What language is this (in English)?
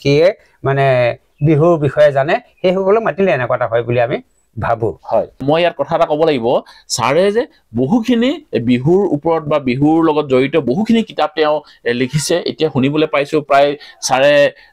Assamese